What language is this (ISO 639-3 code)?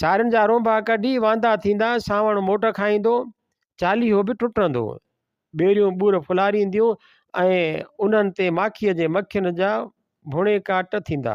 snd